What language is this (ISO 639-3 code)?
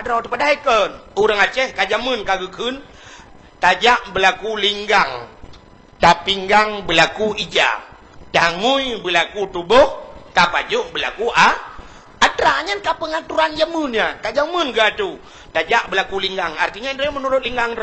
ace